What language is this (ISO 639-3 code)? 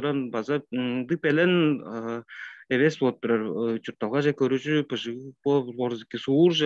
tyv